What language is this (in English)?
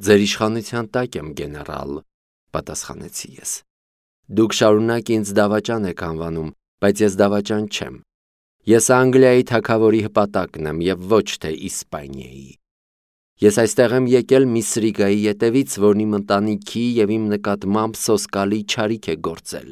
Armenian